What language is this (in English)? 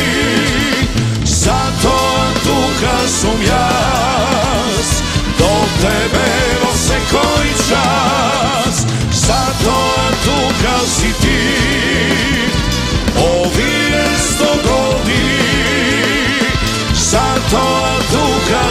Macedonian